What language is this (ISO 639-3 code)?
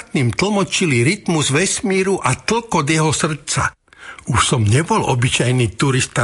slk